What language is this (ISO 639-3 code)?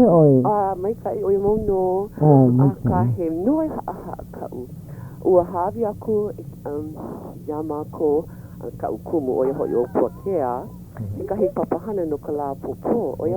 haw